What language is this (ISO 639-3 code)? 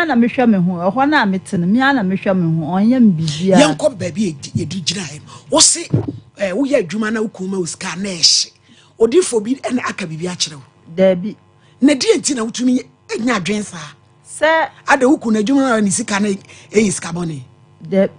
aka